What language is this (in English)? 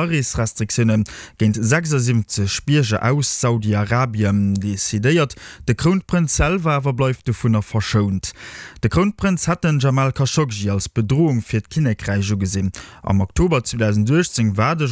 Luxembourgish